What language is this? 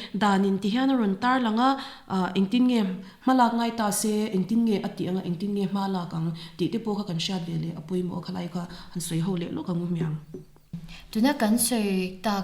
Mizo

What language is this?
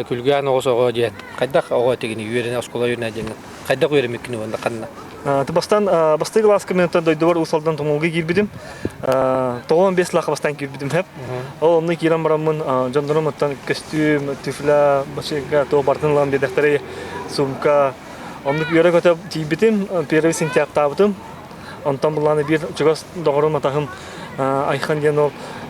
Yakut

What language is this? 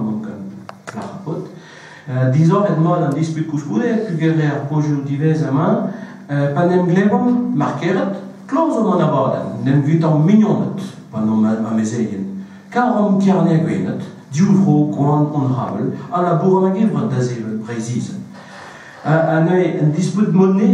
Breton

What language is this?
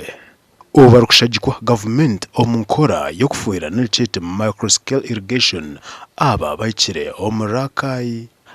Nyankole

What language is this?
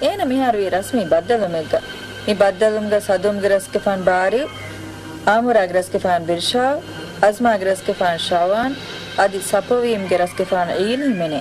Divehi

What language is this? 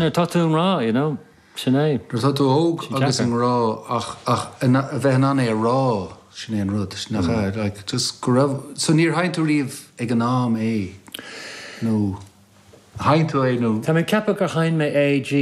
Irish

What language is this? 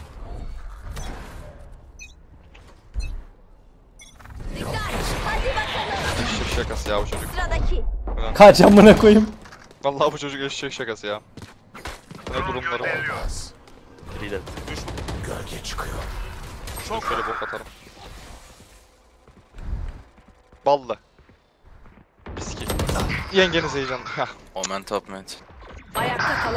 Turkish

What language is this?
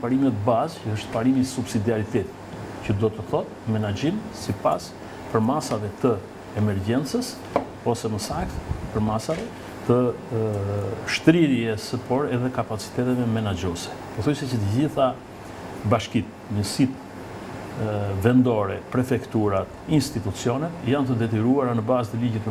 Albanian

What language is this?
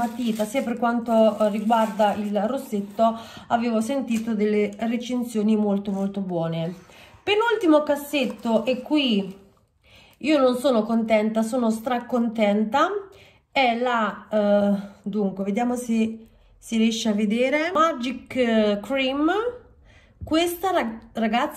Italian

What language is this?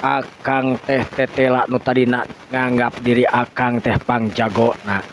Sundanese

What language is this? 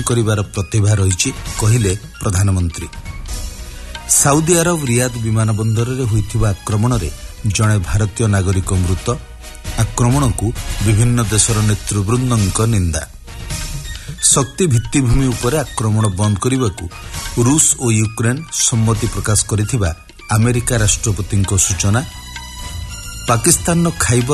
Odia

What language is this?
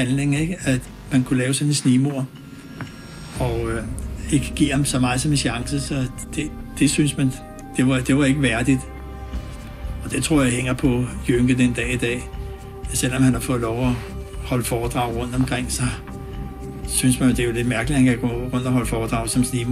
Danish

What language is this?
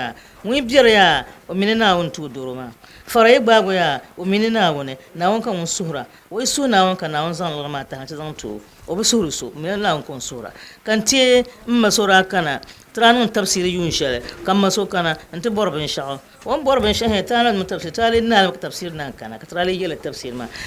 Dagbani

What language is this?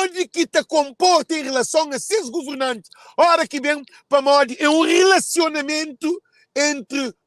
Kabuverdianu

